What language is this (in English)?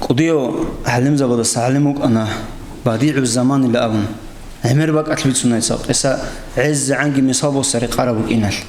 Avaric